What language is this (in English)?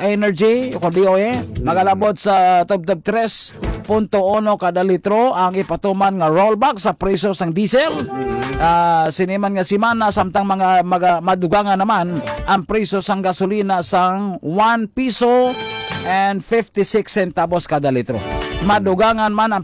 Hiligaynon